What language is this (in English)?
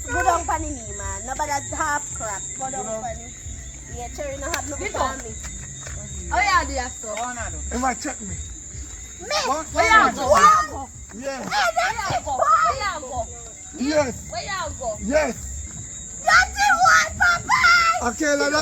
Jamaican Creole English